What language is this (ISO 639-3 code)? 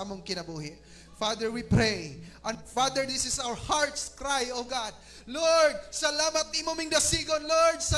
ceb